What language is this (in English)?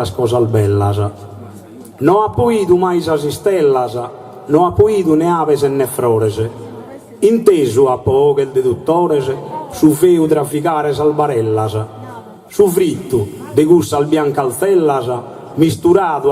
Sardinian